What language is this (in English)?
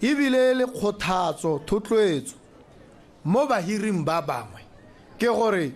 Tswana